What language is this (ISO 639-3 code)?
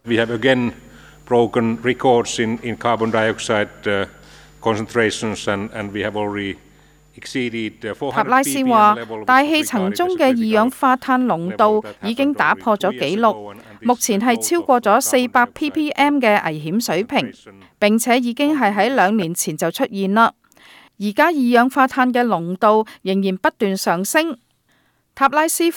yue